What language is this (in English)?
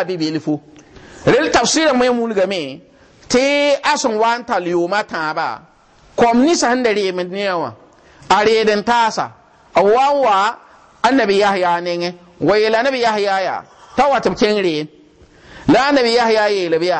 Mossi